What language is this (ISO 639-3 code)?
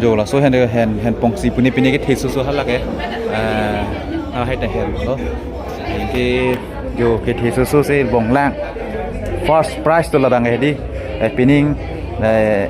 mjw